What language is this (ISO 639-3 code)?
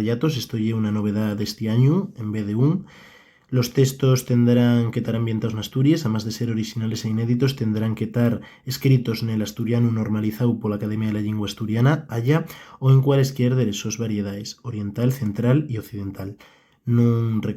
ast